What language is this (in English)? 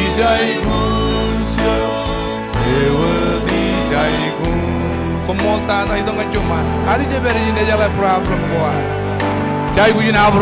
Marshallese